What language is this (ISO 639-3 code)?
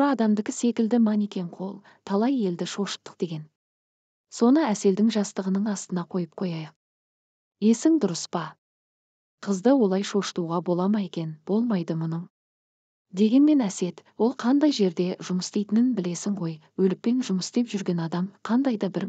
kaz